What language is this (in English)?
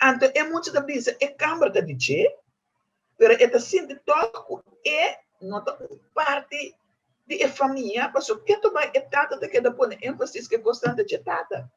Papiamento